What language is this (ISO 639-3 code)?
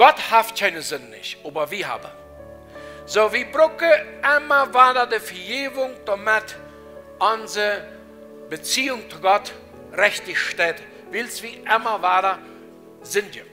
pdt